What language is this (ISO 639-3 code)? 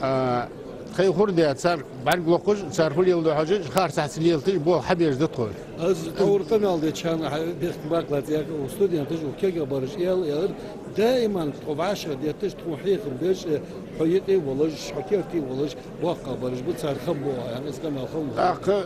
inh